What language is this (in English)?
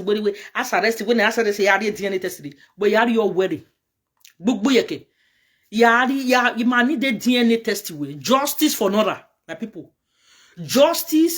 Nigerian Pidgin